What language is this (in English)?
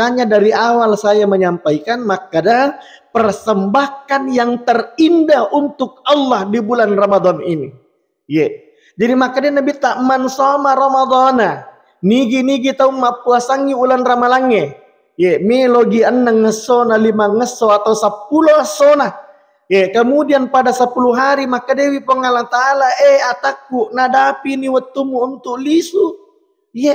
Buginese